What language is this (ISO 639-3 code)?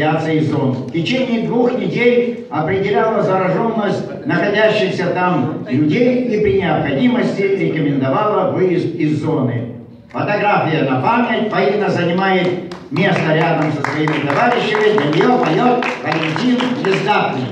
rus